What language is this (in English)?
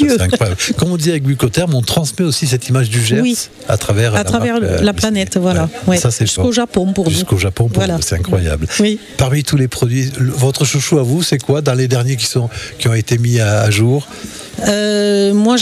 French